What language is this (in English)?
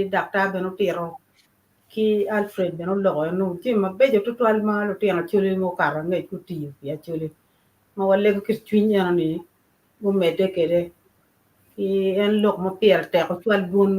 Acoli